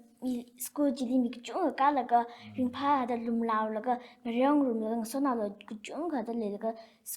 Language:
Tangkhul Naga (India)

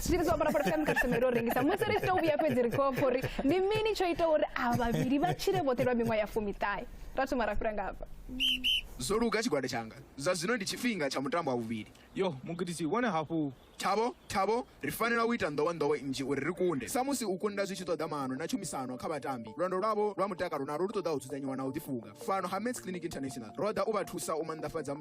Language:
Venda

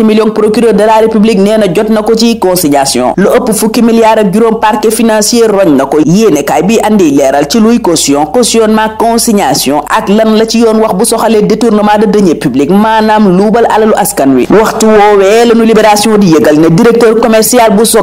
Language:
Wolof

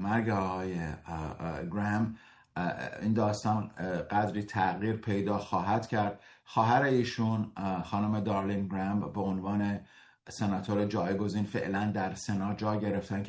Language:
Persian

